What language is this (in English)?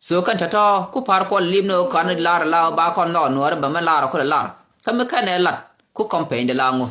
Nuer